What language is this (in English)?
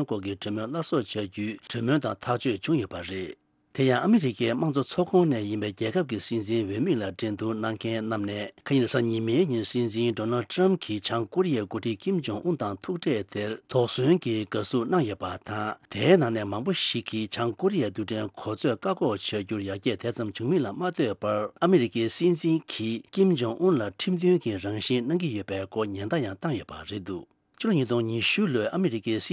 Tibetan